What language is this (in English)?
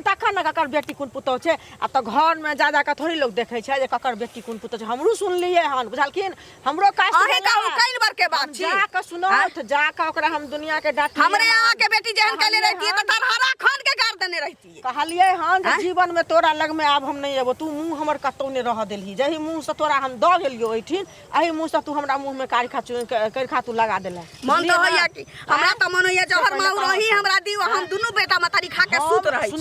Maithili